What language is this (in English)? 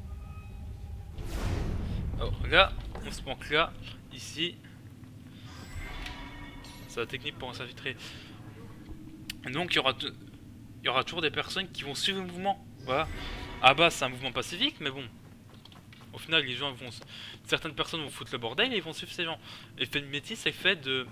French